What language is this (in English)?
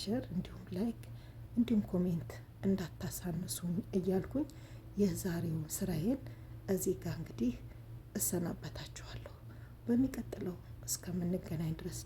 Amharic